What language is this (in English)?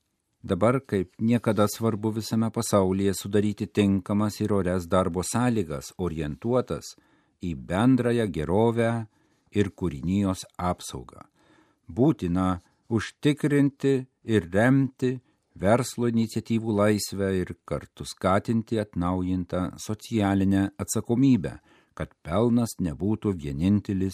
Lithuanian